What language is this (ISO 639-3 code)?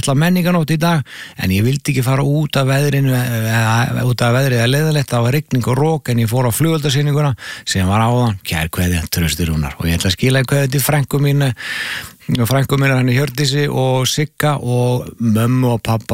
isl